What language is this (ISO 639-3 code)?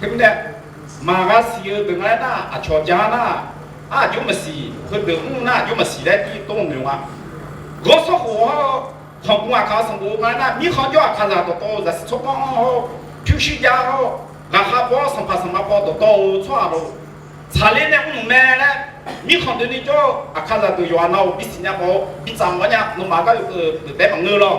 ahk